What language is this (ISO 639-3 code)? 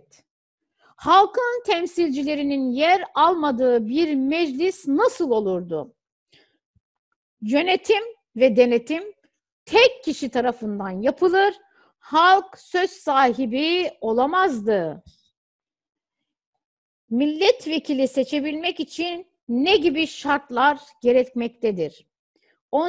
tur